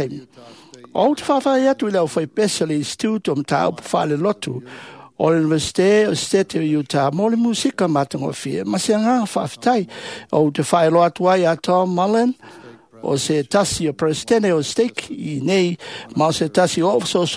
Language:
Samoan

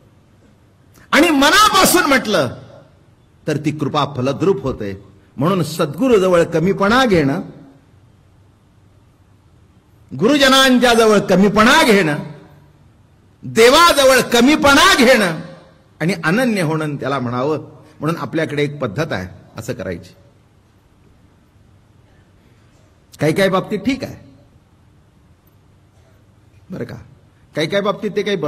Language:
Marathi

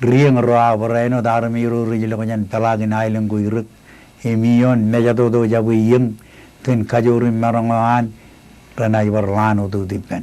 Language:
Marshallese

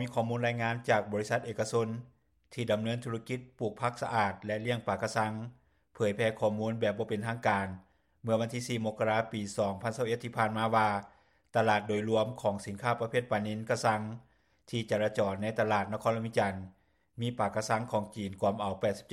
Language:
Lao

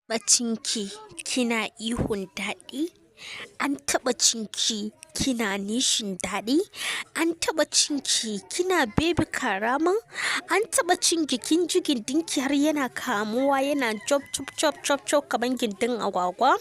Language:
Hausa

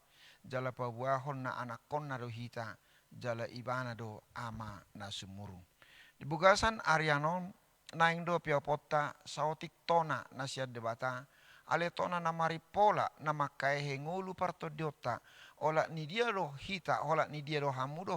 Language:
Batak Toba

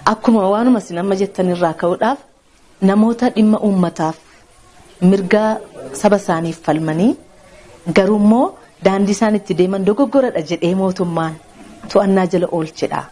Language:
Oromo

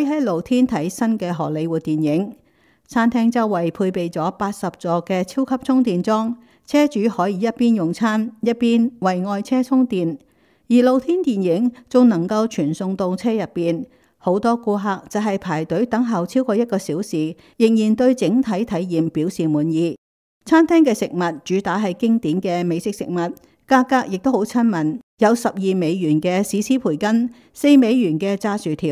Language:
Cantonese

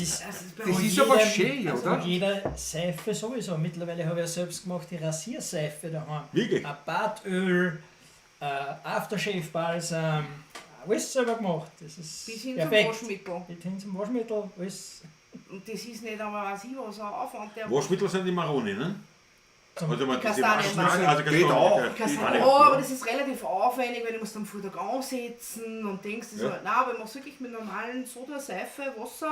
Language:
Bavarian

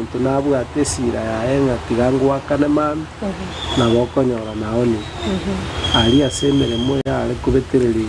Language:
Gusii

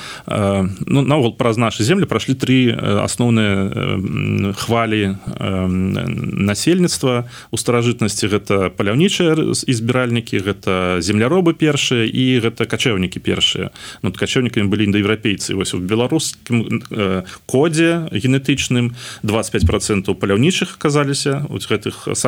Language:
Belarusian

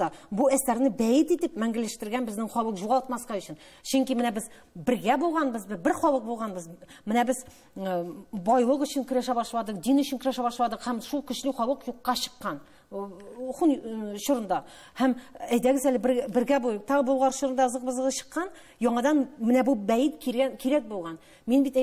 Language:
Tatar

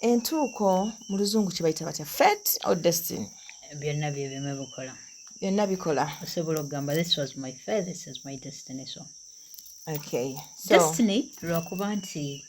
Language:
Ganda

